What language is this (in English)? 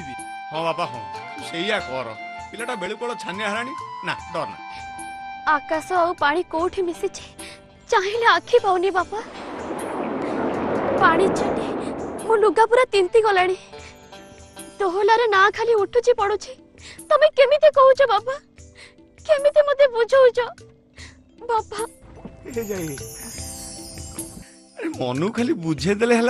Odia